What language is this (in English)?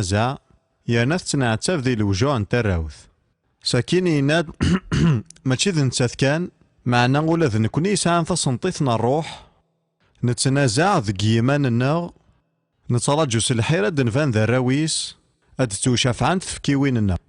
Kabyle